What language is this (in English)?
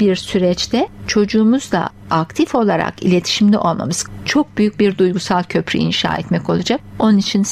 Turkish